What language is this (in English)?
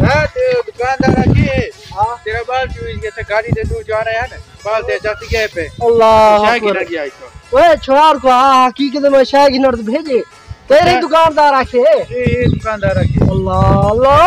Saraiki